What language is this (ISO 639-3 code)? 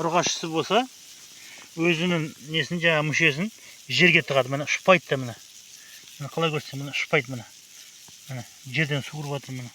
kaz